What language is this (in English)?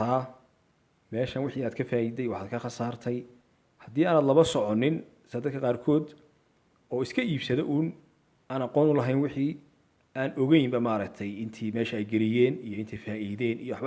Somali